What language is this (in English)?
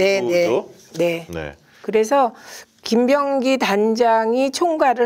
Korean